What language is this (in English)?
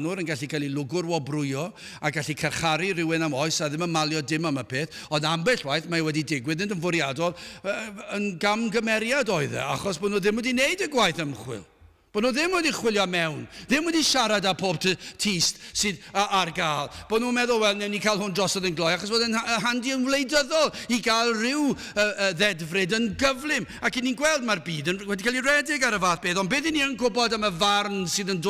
Welsh